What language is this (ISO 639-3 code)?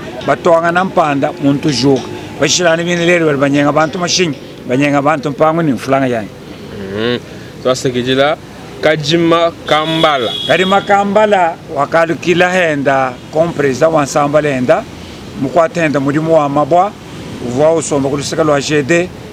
lua